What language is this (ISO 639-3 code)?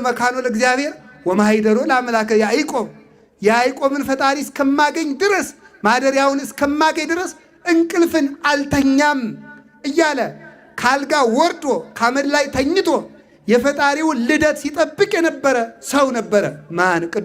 amh